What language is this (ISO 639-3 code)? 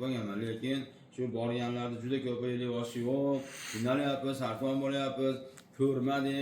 uzb